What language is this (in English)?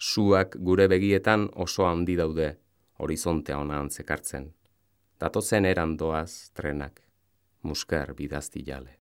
Basque